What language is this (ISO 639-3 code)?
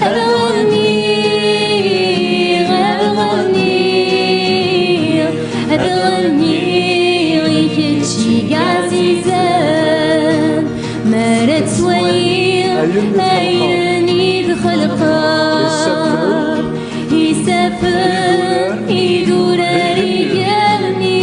kab